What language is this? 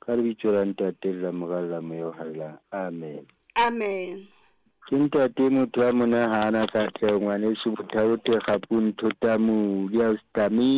Southern Sotho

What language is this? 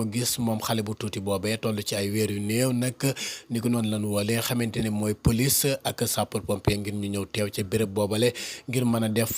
Wolof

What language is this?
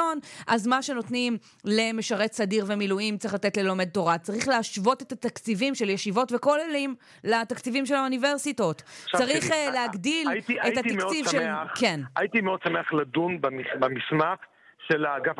Hebrew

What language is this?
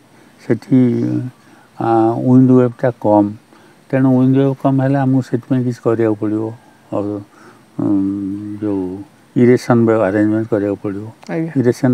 Odia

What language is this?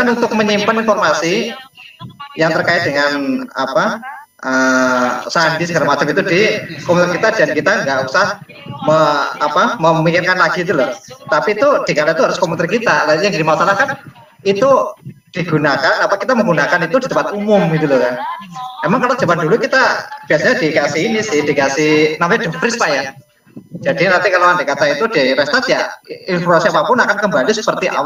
Indonesian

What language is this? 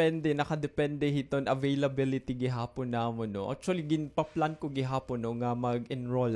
Waray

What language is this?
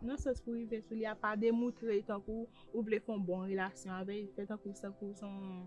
Haitian Creole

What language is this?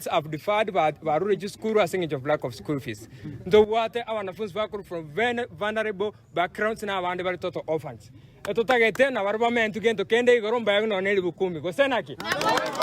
Gusii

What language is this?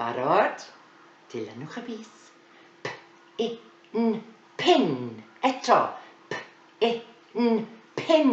Welsh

